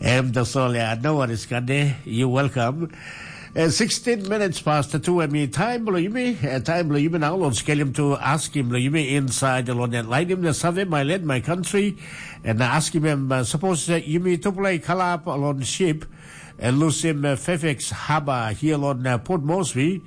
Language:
Tok Pisin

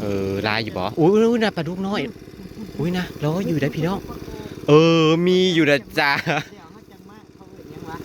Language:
Northeastern Thai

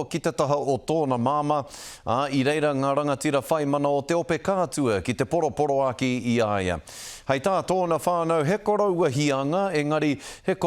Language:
Māori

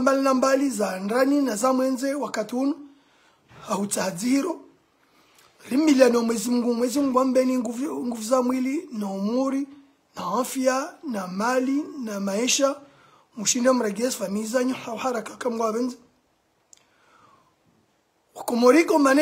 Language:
Swahili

